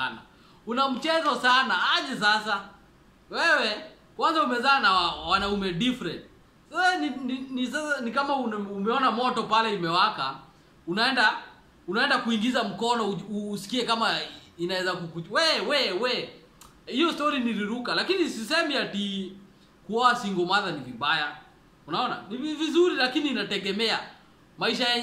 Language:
Swahili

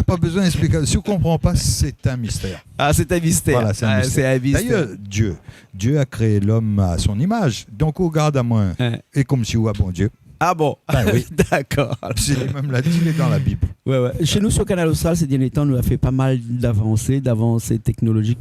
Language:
Réunion Creole French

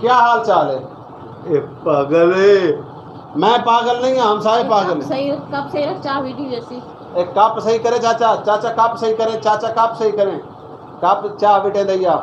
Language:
Saraiki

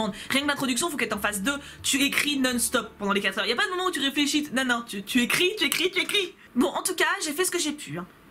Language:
French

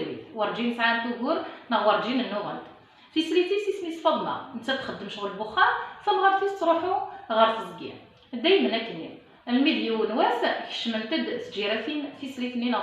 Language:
Kabyle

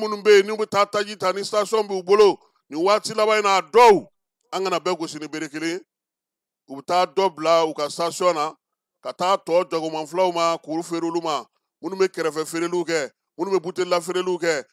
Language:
Bambara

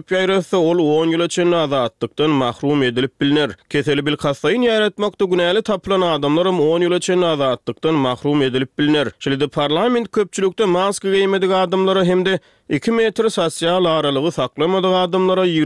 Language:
Turkmen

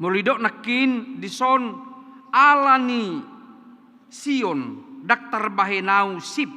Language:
Batak Toba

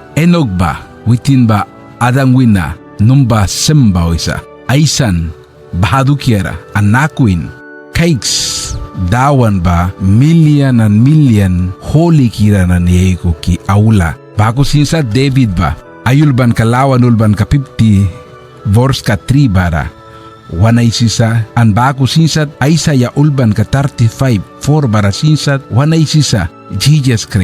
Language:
Mískito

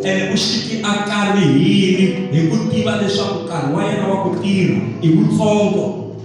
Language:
Tsonga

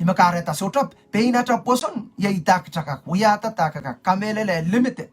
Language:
Pohnpeian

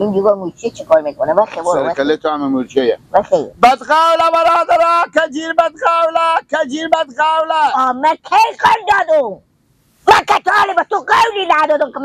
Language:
Persian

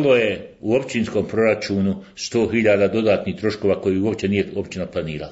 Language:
Bosnian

